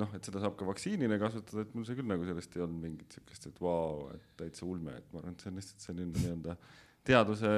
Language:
Estonian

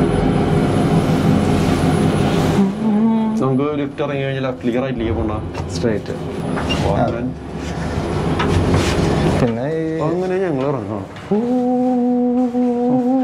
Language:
Malayalam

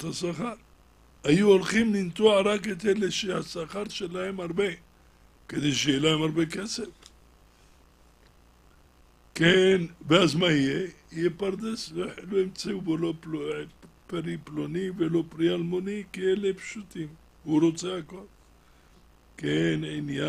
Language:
Hebrew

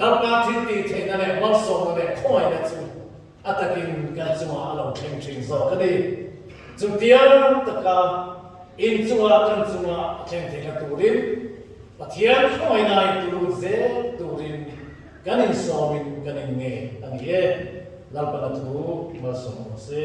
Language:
Mizo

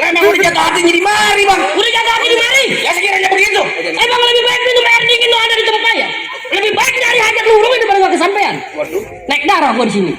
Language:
Betawi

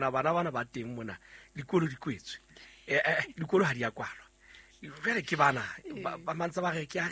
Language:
Southern Sotho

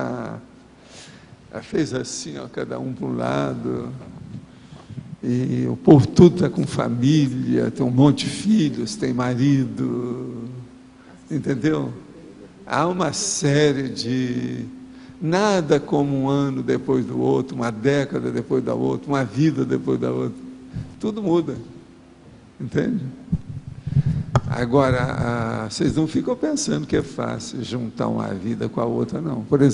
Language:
Portuguese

